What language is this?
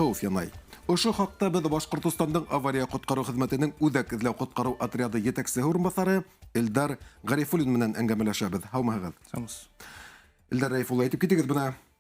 Bashkir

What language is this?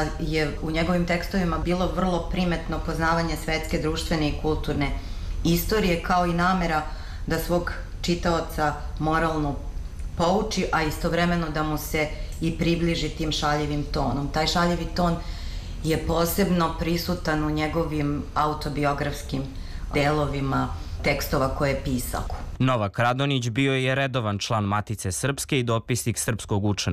Serbian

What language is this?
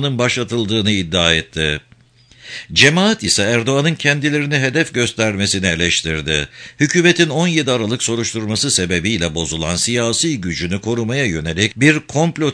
Turkish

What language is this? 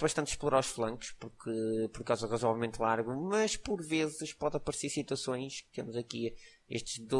Portuguese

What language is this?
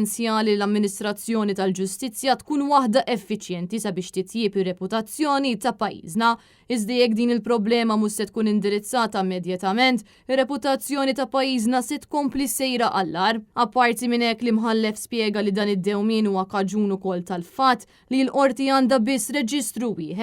Maltese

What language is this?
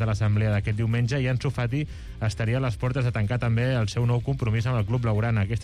Catalan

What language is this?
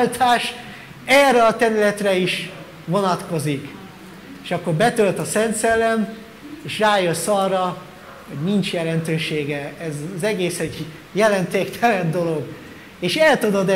Hungarian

